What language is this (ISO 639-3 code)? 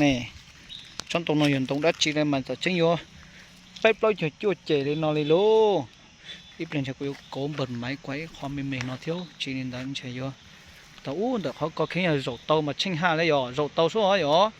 hmn